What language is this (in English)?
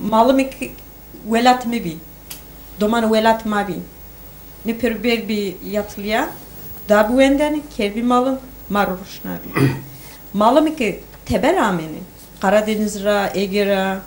Zaza